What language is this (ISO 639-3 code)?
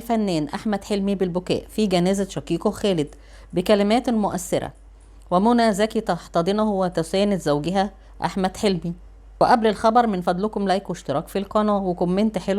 arz